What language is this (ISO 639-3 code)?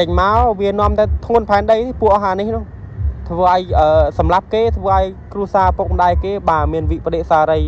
khm